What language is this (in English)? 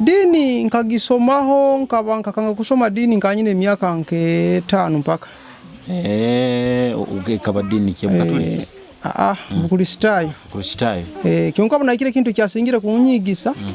Nyoro